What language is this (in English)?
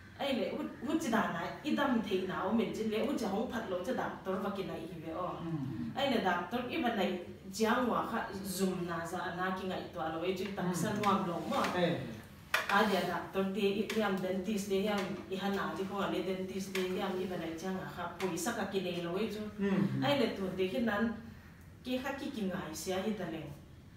Paite Chin